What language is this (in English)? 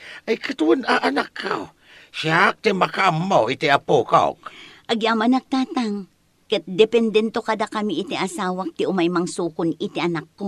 Iloko